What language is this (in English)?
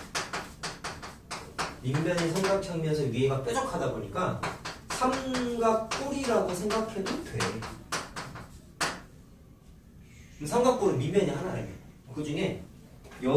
Korean